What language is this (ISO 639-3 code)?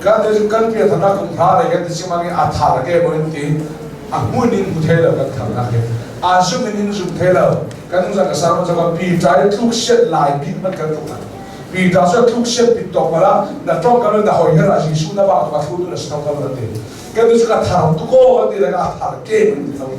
cnh